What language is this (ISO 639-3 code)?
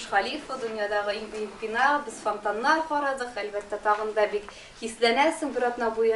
tat